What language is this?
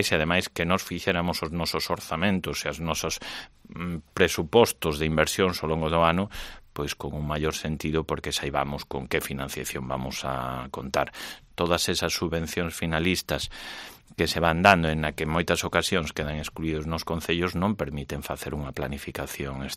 Galician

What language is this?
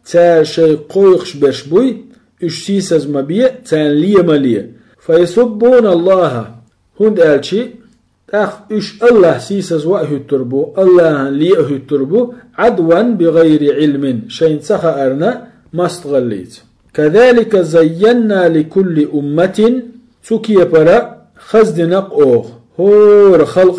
Chechen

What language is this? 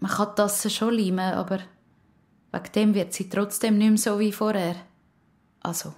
Swiss German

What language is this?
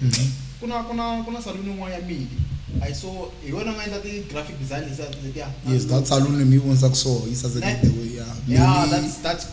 Tsonga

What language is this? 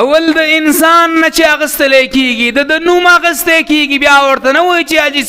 Pashto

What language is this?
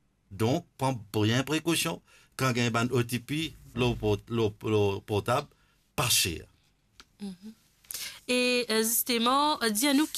Morisyen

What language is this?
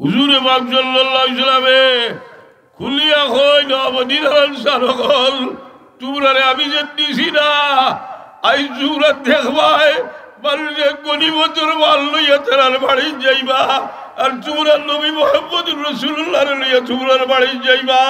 Sylheti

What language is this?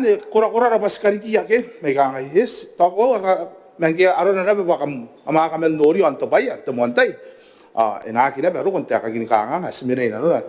Gilbertese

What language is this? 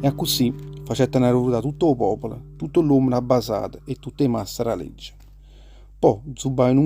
Neapolitan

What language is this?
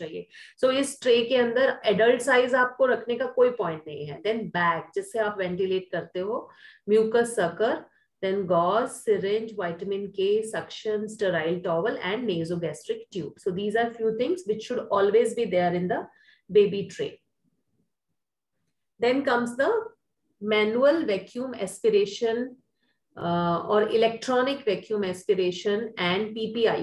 Hindi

